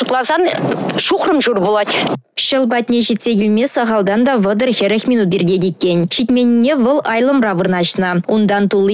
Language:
Chuvash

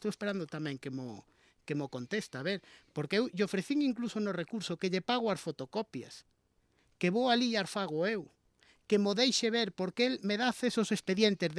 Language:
Galician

